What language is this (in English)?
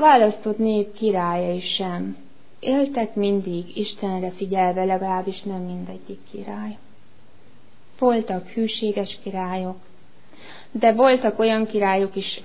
Hungarian